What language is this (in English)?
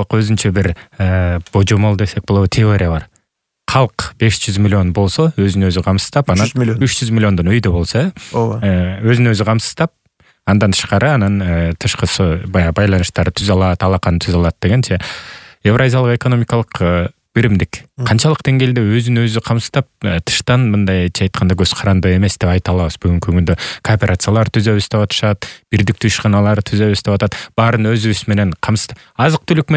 Kyrgyz